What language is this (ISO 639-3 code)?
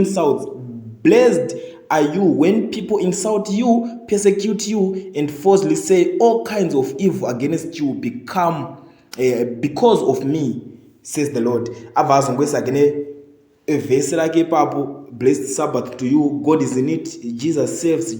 sna